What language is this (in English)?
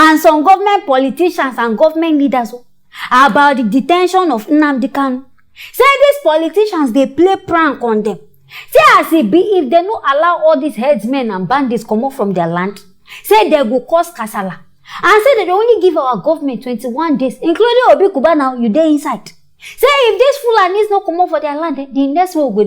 Nigerian Pidgin